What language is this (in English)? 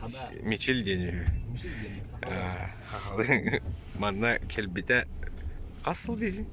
Yakut